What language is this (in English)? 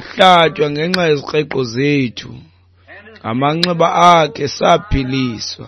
Xhosa